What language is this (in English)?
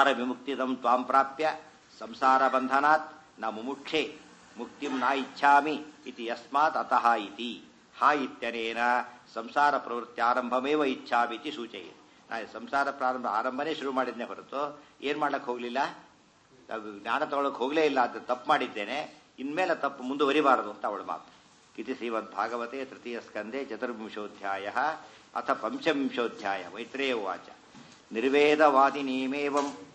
Kannada